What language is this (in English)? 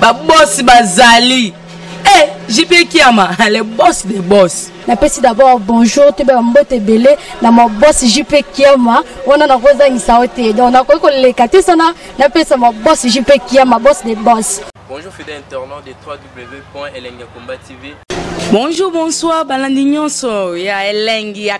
Lingala